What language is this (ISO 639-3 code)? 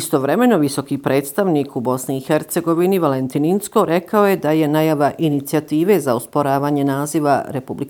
hrv